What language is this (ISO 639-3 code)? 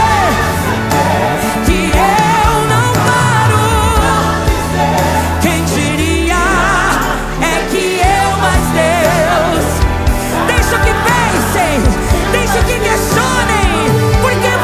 por